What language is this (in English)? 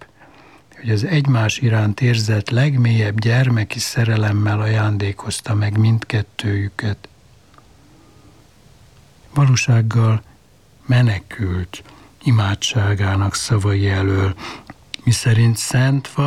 Hungarian